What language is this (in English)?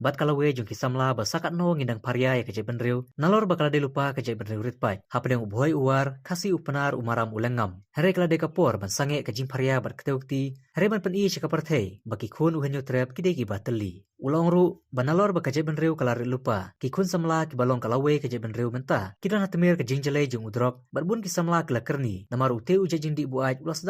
Khasi